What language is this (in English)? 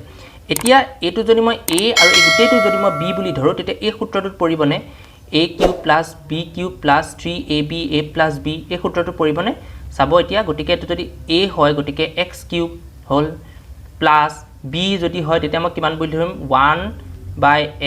Assamese